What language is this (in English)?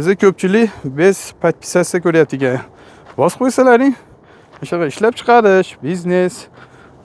Uzbek